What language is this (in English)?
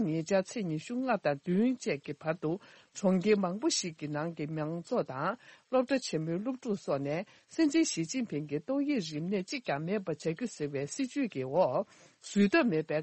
Tibetan